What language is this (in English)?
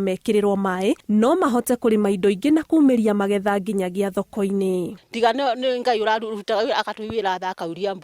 Kikuyu